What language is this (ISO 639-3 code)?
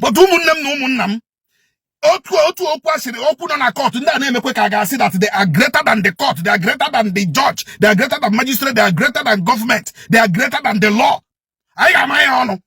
ibo